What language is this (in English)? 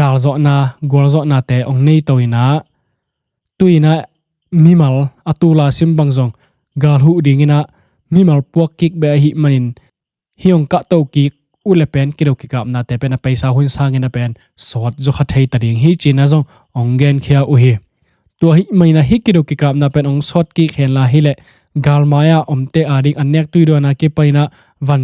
Tedim Chin